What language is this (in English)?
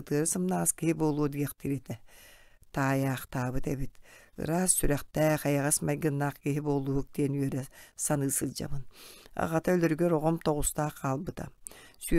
Yakut